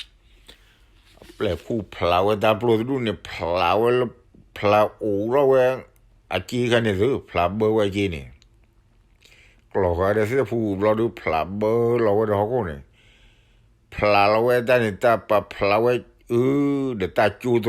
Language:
S'gaw Karen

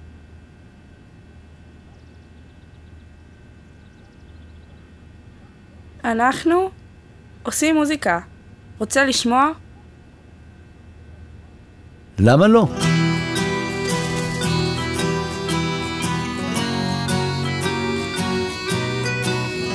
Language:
Hebrew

